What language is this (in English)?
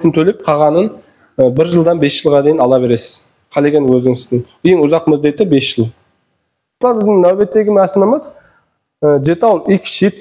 Kazakh